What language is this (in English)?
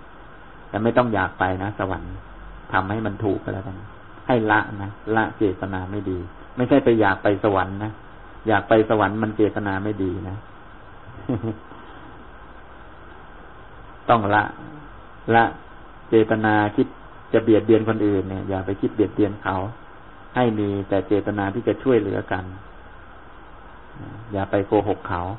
Thai